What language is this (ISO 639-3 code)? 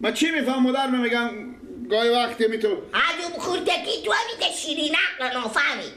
fas